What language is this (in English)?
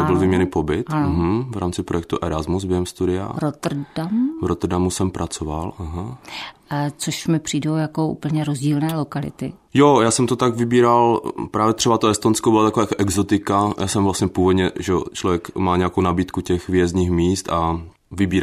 Czech